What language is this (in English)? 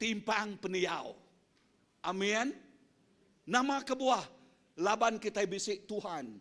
Iban